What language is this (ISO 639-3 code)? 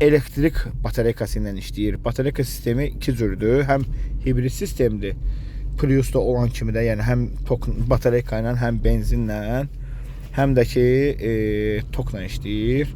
aze